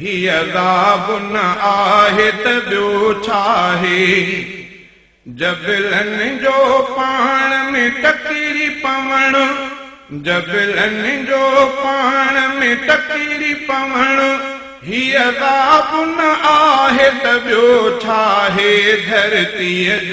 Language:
Sindhi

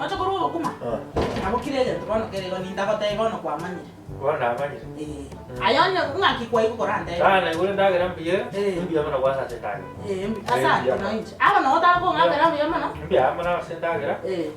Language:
Gusii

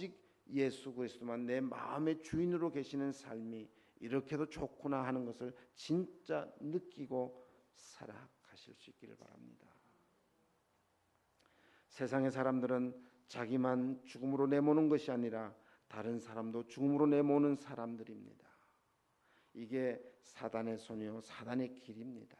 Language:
Korean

